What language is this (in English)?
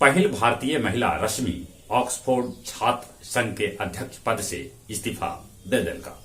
Magahi